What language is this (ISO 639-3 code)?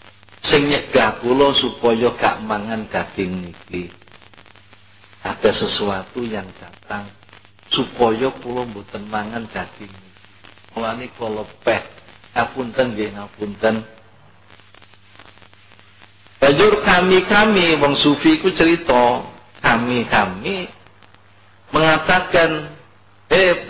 jav